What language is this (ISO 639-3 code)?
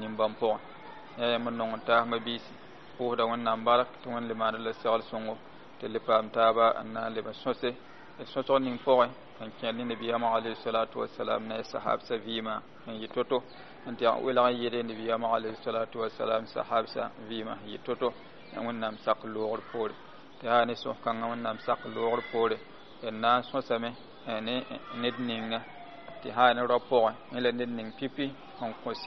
mos